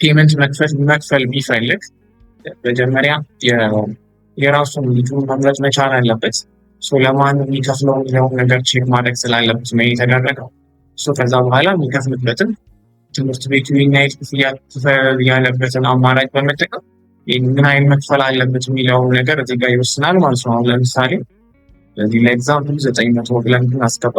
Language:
Amharic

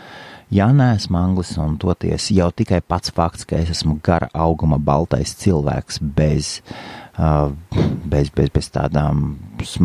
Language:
Latvian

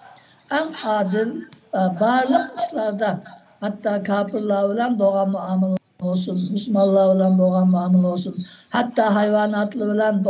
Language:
Uyghur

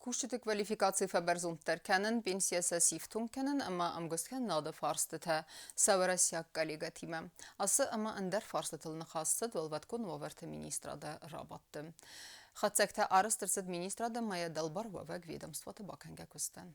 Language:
Ossetic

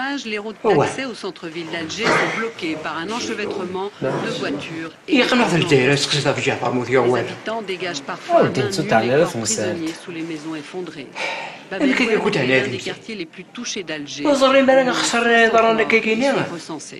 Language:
Kabyle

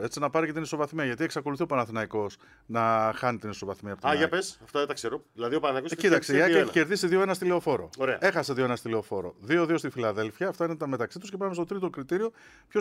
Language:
Greek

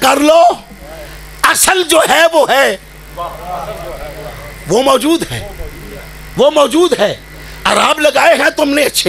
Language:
Urdu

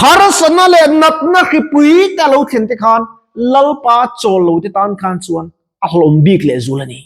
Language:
Mizo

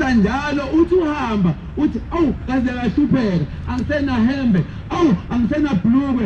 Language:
Zulu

